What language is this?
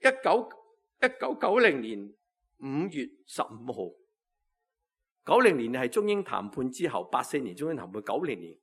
Cantonese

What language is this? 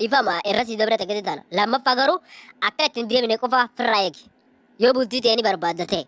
Oromo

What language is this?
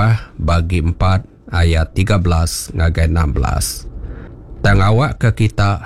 Iban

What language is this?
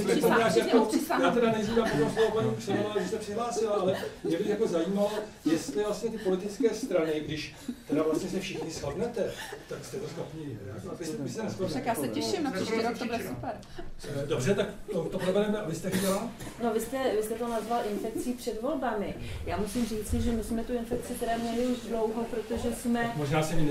Czech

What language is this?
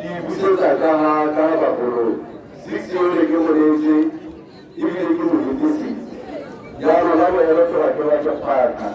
Tswana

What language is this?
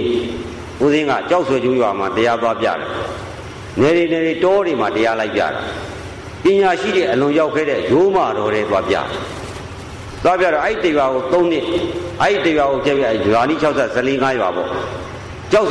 Burmese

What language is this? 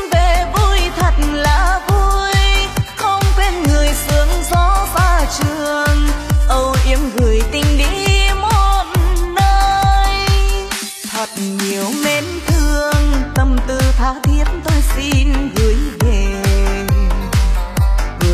Vietnamese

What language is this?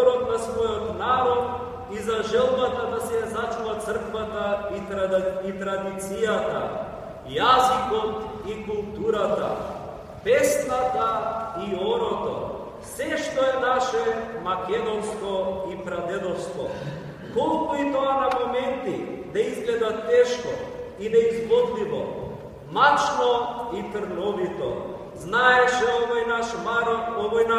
Macedonian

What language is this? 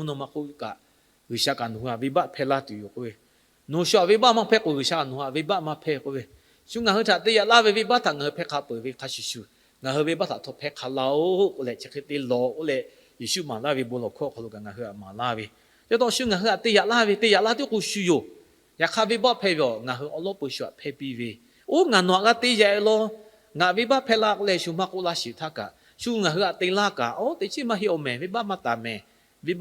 Lahu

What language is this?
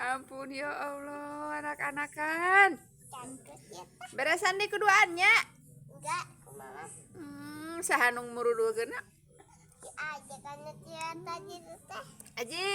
Sundanese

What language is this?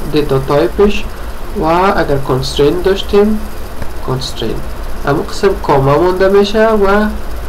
Persian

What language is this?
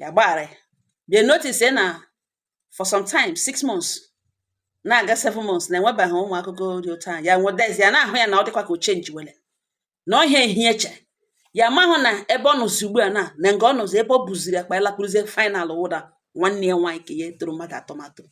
Igbo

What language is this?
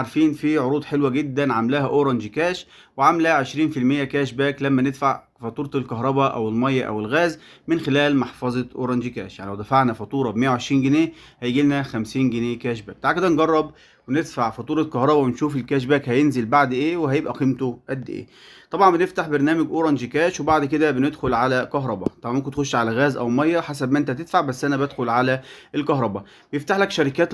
Egyptian Arabic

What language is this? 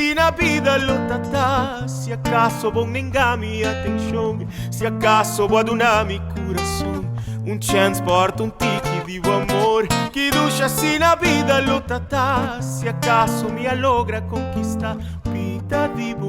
Papiamento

